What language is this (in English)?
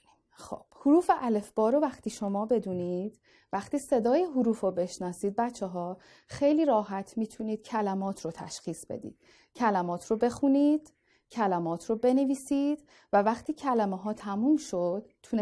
Persian